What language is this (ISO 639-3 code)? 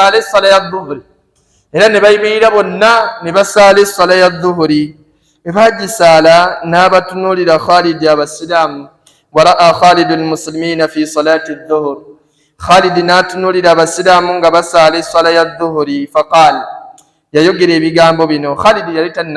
lug